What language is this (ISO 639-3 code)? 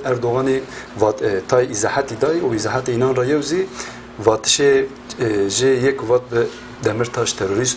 zza